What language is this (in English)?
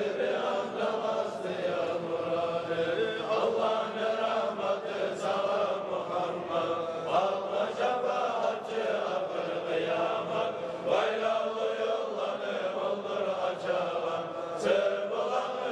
Kumyk